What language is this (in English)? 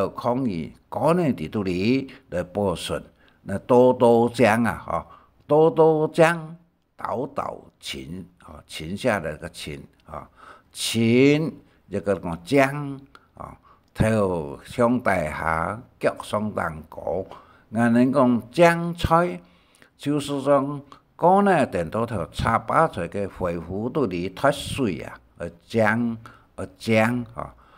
Hakka Chinese